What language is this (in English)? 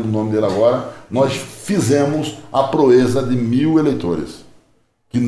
Portuguese